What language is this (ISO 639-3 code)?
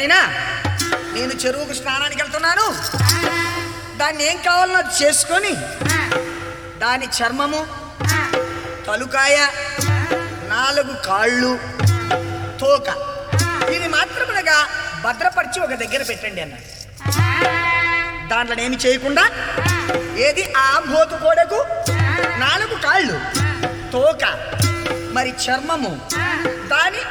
tel